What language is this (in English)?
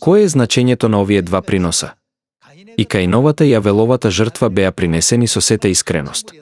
Macedonian